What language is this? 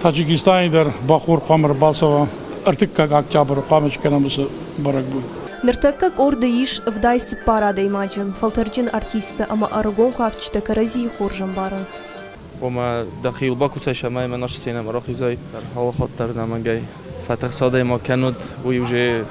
Ossetic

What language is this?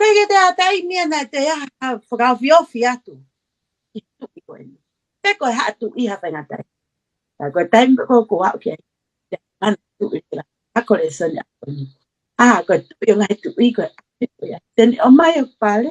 Tongan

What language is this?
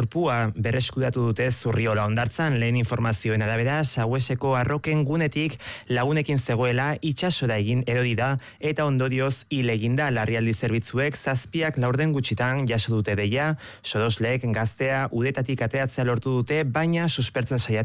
Basque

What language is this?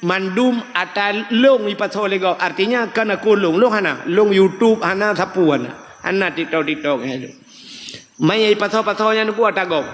Achinese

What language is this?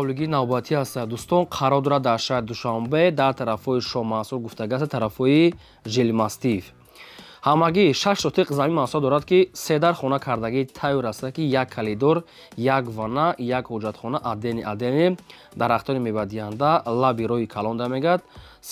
Tajik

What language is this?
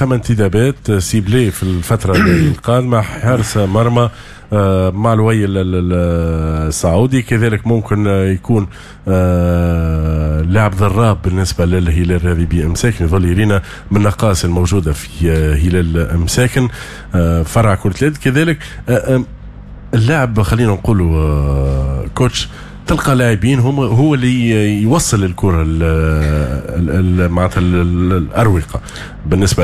Tunisian Arabic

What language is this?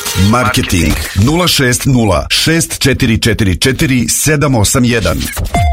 Serbian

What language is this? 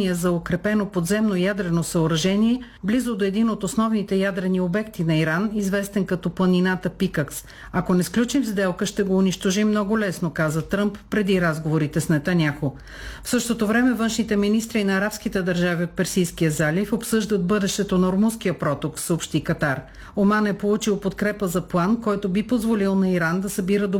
Bulgarian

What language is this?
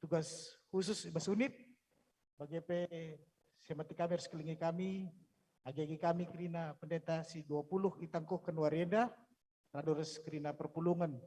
Batak Karo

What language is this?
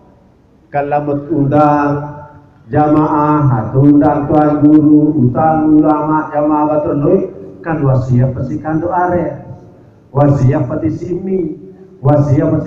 Sasak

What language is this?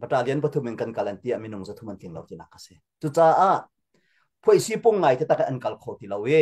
Hakha Chin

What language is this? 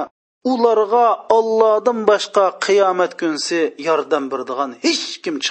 Uyghur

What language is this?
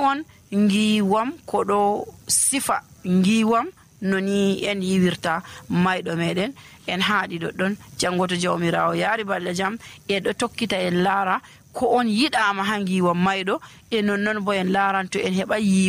Nigerian Fulfulde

